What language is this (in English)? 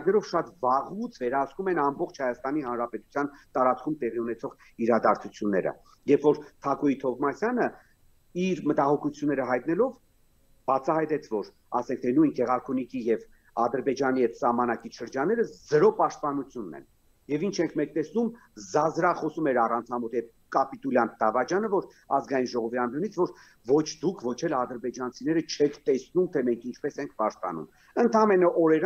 Armenian